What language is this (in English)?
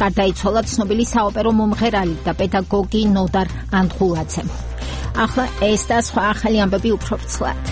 Georgian